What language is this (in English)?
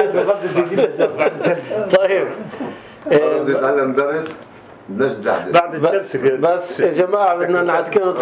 North Levantine Arabic